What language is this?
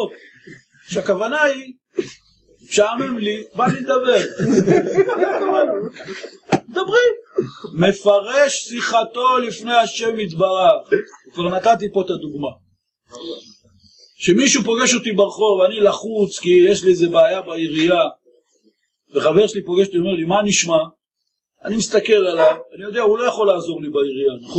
Hebrew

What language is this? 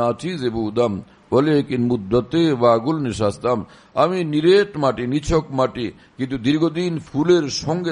Bangla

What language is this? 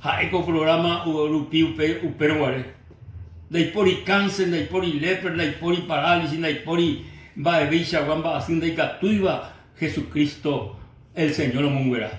Guarani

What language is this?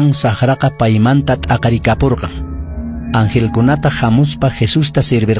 Quechua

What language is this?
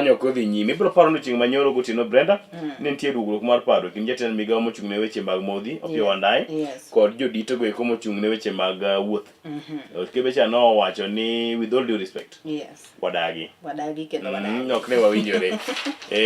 Luo (Kenya and Tanzania)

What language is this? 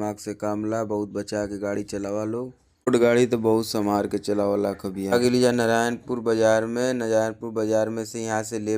Bhojpuri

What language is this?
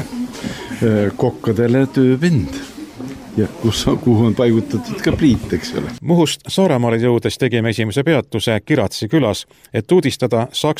Estonian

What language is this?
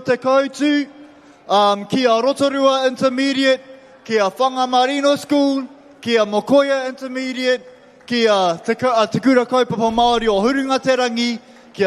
Māori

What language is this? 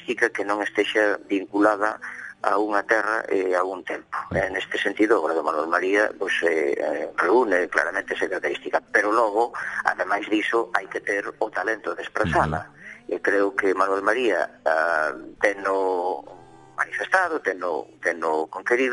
Galician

